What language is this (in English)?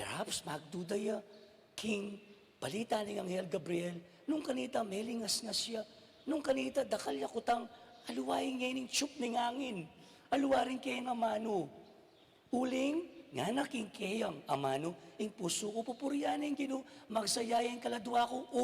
Pampanga